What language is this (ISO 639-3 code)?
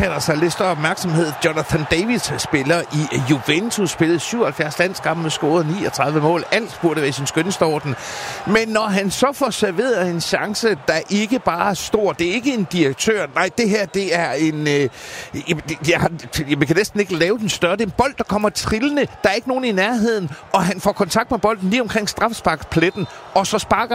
dan